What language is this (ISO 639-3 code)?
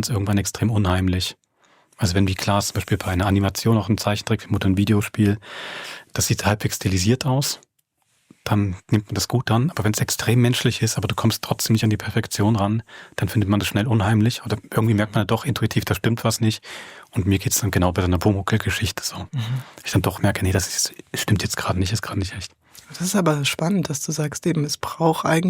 gsw